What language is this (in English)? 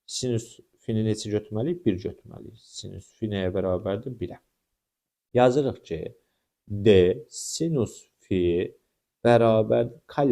Azerbaijani